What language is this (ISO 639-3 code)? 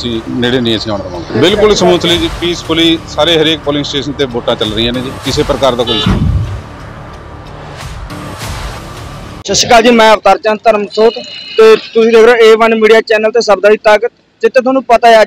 pan